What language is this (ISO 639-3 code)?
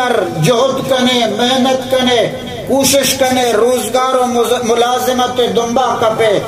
bal